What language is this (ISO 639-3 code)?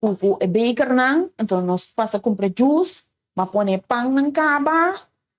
pap